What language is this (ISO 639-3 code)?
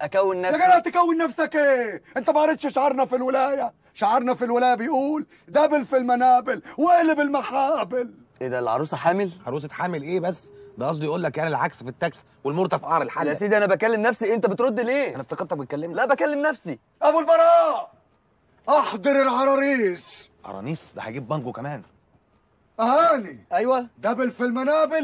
arz